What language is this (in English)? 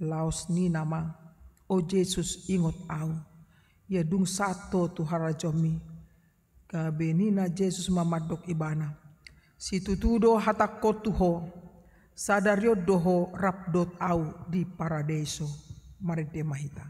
Batak Toba